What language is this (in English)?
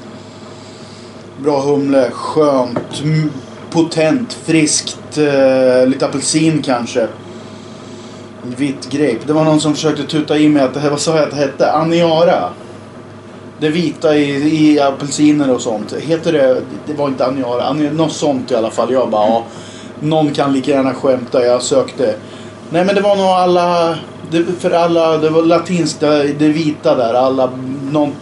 Swedish